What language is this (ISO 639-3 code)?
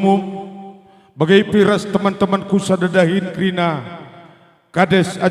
btx